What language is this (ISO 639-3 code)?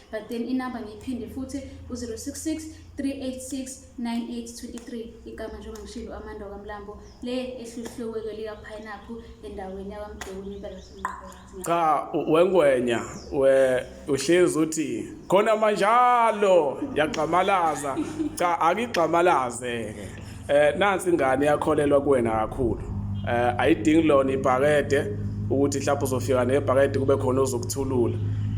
zul